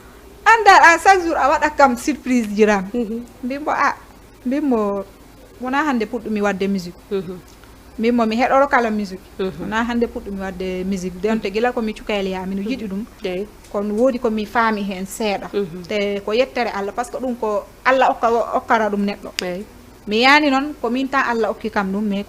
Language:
Fula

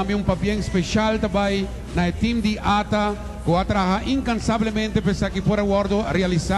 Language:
Papiamento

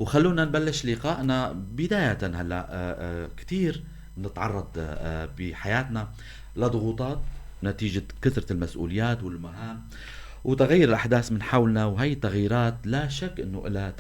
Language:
North Levantine Arabic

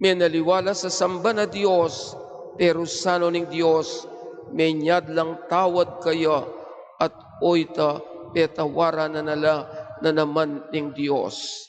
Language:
Pampanga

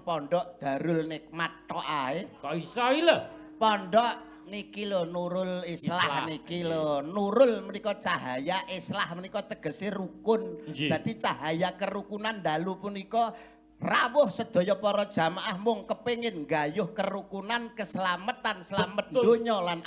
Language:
Javanese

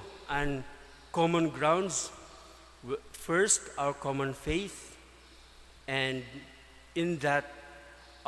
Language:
Bikol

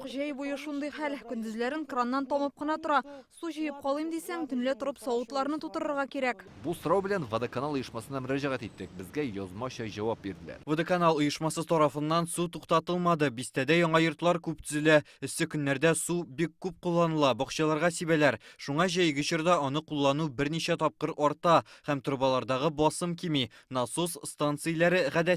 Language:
Tatar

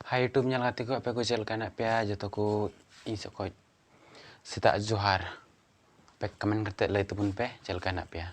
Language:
Santali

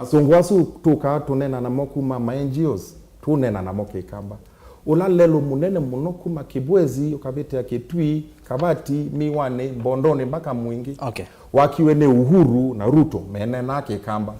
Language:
Kamba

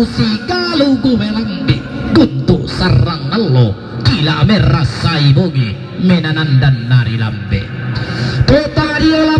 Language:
Toraja-Sa'dan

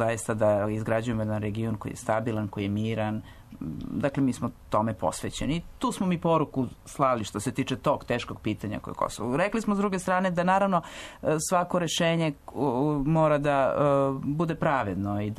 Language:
Serbian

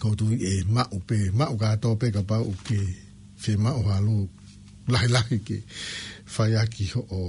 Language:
Tongan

